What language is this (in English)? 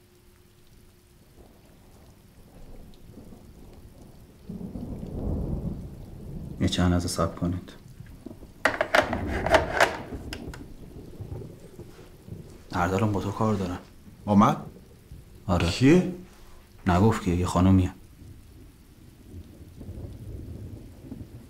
Persian